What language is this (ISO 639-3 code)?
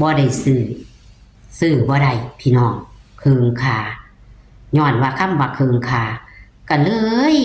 tts